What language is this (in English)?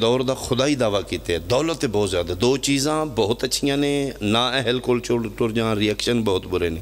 Pahari-Potwari